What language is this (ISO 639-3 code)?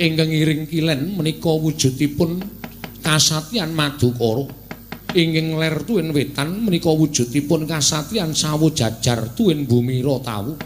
jav